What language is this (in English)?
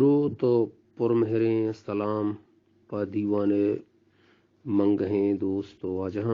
Eastern Balochi